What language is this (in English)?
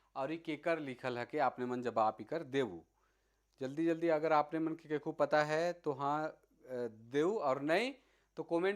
Sadri